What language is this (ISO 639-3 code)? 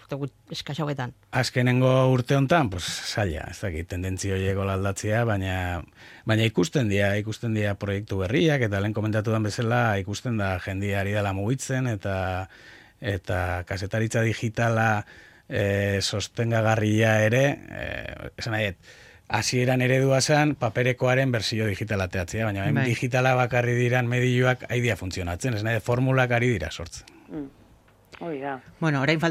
eus